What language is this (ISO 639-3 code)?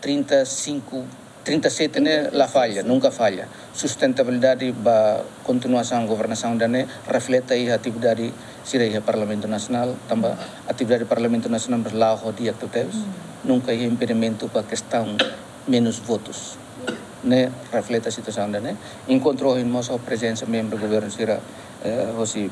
tet